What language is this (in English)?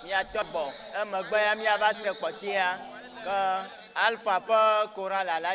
Ewe